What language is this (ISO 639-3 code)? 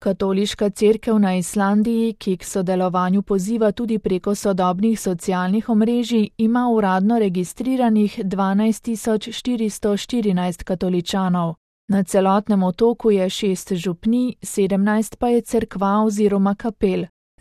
slv